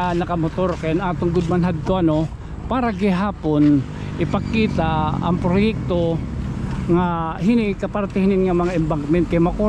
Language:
Waray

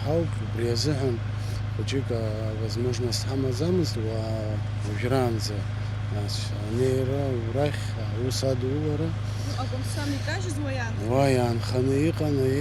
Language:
Abkhazian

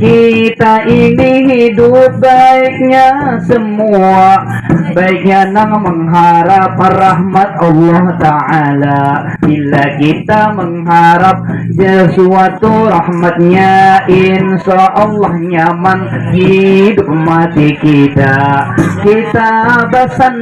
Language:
Banjar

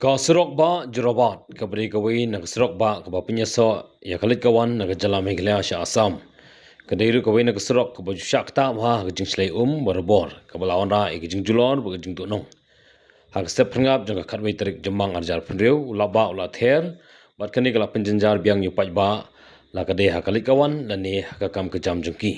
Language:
Khasi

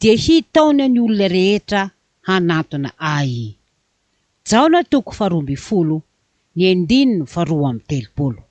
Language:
Malagasy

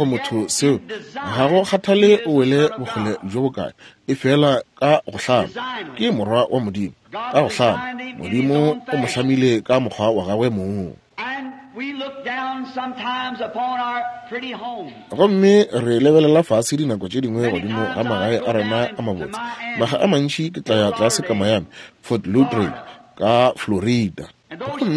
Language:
Northern Sotho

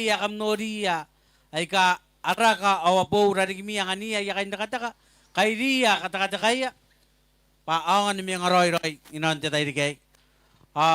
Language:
Gilbertese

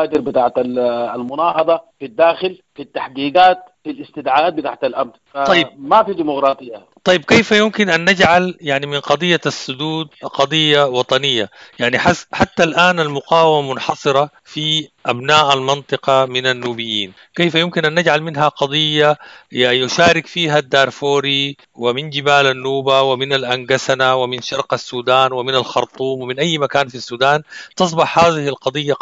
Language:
Sudanese Arabic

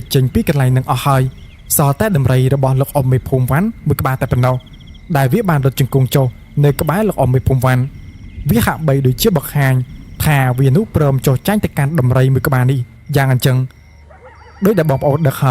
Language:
Khmer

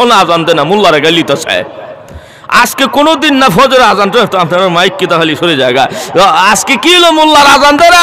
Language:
Sylheti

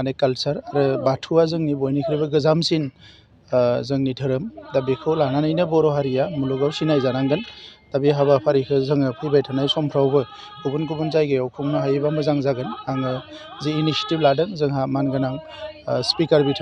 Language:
Bodo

